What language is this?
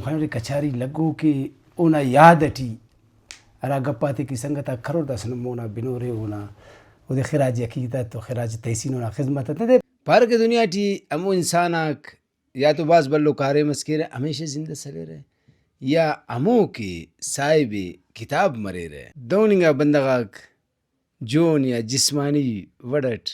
Brahui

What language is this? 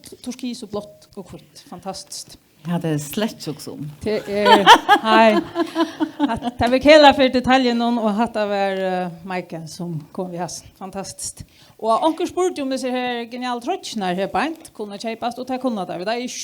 Faroese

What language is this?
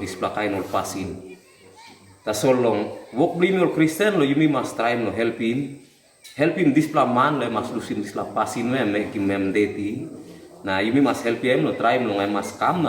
Tok Pisin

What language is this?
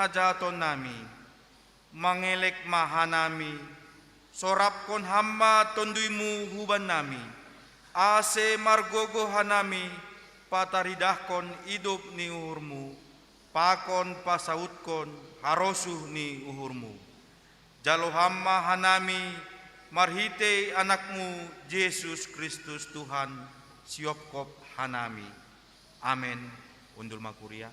Batak Simalungun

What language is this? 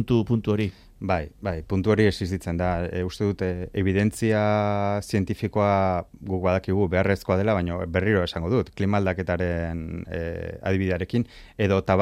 Basque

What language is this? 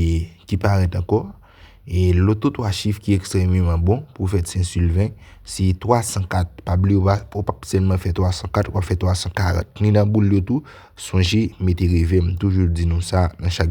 Haitian Creole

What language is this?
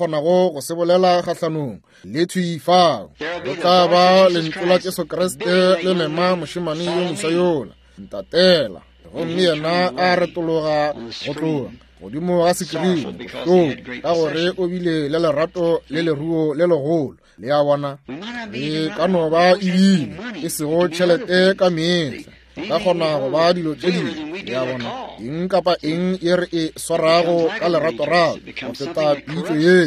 Northern Sotho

